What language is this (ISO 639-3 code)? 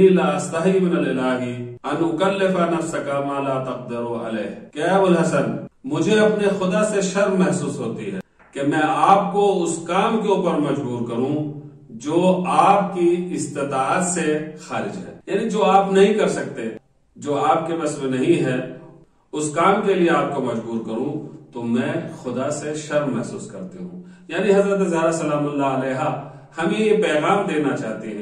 urd